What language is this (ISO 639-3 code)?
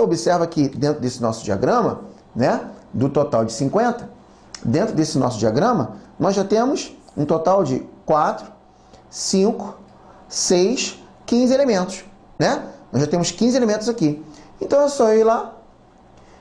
por